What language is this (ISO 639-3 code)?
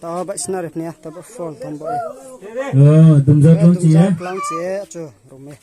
ria